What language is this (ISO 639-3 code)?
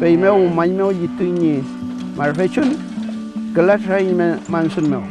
arn